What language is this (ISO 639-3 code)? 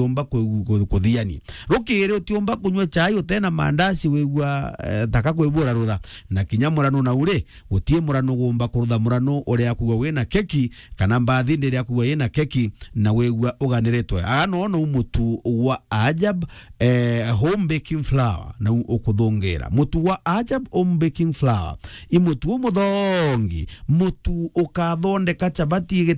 mer